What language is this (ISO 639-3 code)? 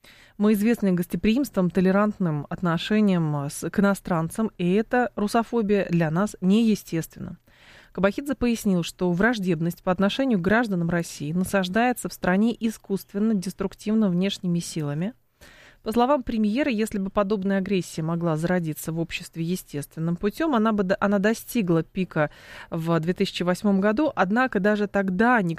rus